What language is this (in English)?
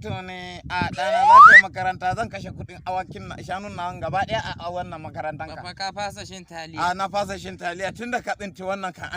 Hausa